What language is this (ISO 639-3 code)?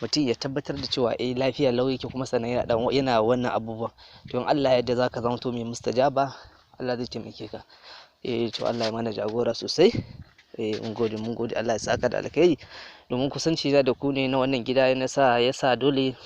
hau